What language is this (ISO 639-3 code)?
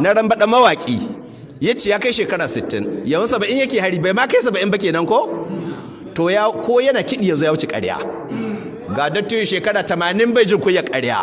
hau